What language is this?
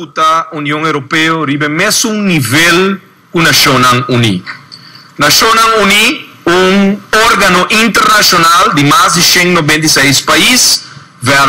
Papiamento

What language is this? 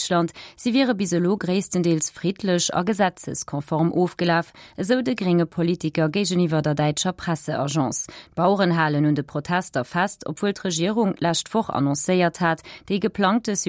Luxembourgish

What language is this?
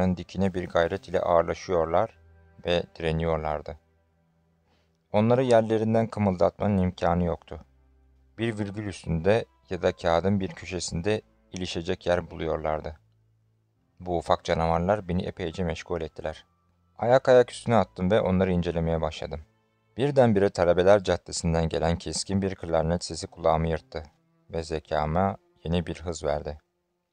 Turkish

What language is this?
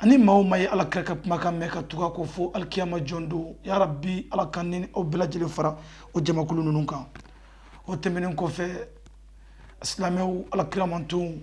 Bambara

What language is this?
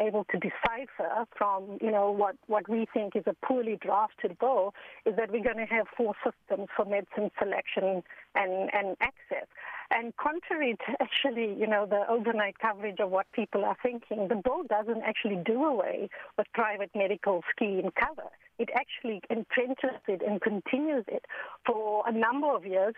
English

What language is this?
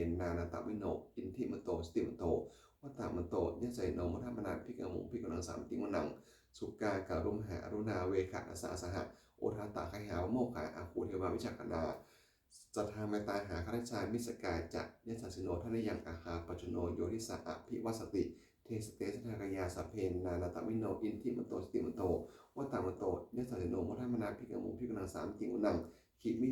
Pali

